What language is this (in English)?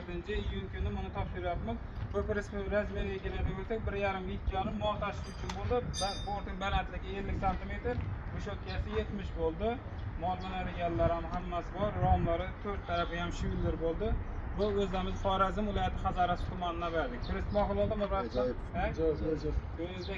Uzbek